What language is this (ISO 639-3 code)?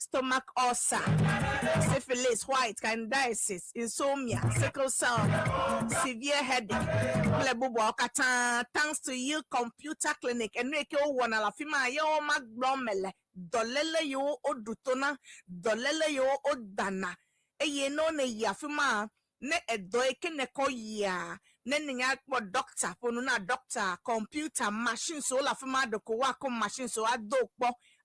ewe